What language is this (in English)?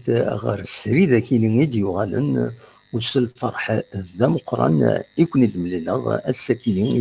Kabyle